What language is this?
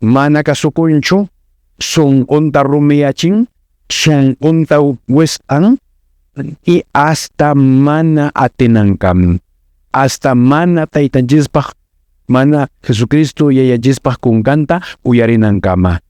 Quechua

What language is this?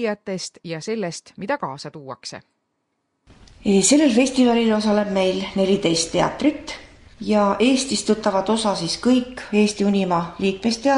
Estonian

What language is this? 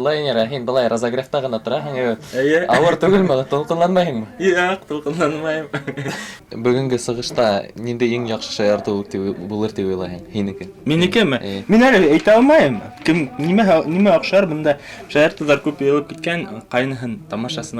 Bashkir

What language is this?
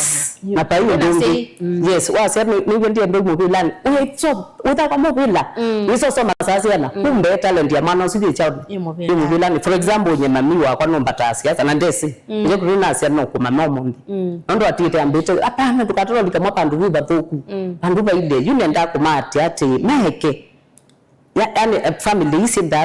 Kamba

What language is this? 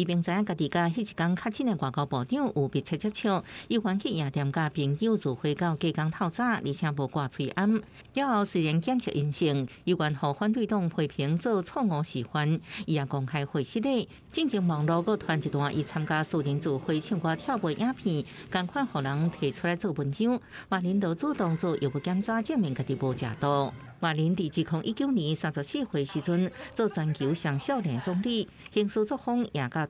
Min Nan Chinese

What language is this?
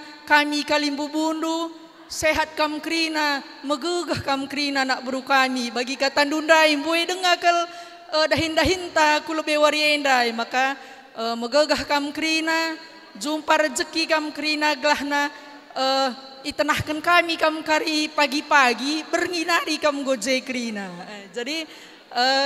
Batak Karo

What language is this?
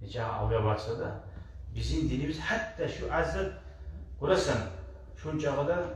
Kumyk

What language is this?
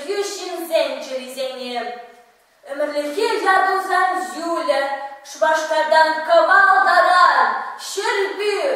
Chuvash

